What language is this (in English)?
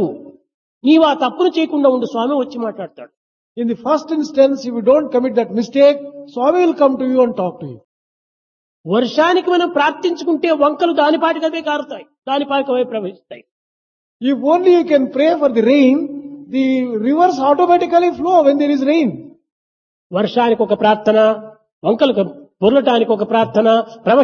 Telugu